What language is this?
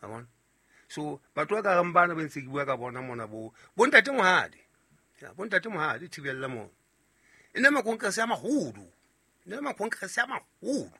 Southern Sotho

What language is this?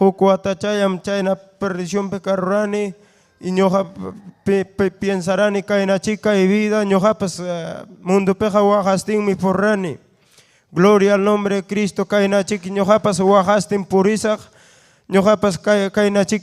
Ayacucho Quechua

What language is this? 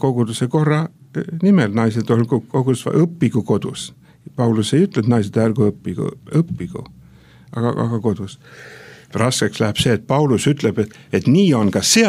Estonian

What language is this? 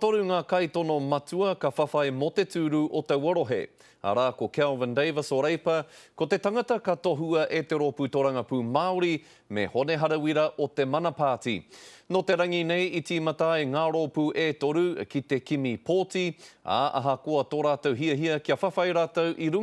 Māori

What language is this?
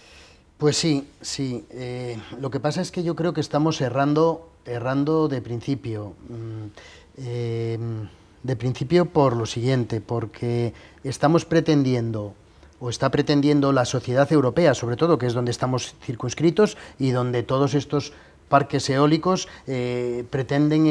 Spanish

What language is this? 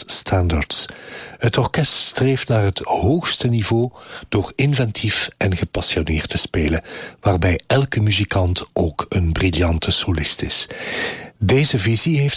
Dutch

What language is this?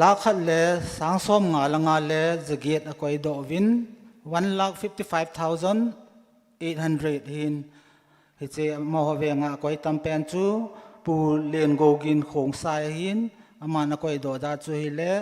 Thado Chin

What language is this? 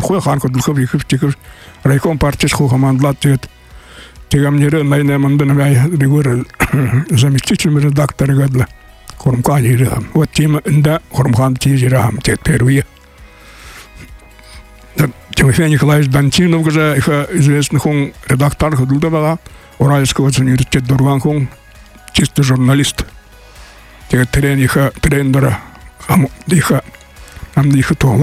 Buriat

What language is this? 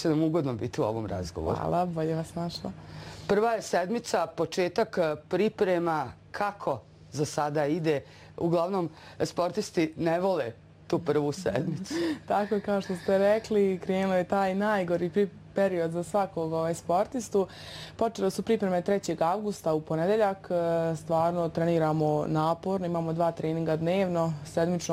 Bosnian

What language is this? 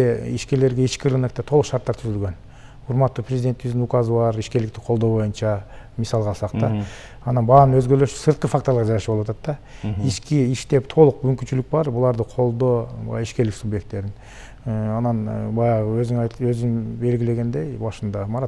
Kyrgyz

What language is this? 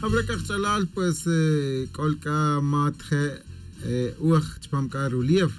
Tz'utujil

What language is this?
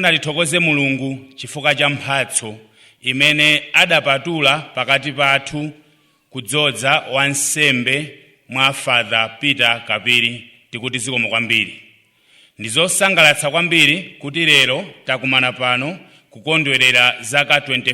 Nyanja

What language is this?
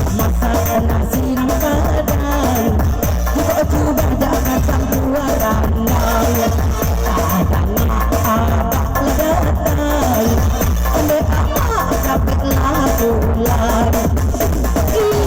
Minangkabau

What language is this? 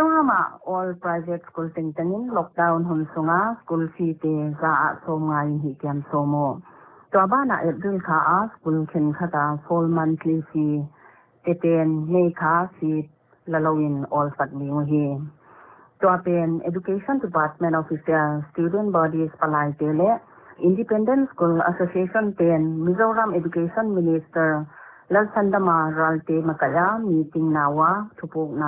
Paite Chin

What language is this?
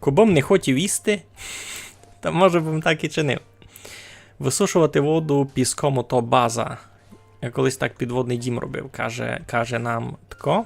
Rusyn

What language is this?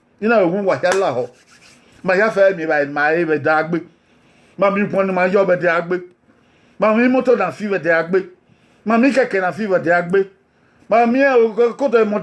Bini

